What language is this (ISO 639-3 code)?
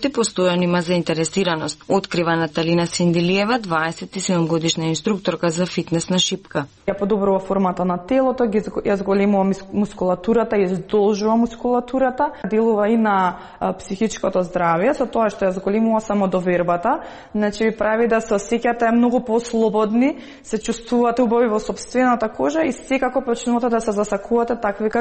mkd